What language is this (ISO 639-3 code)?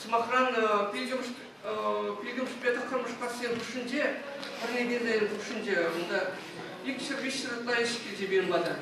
chv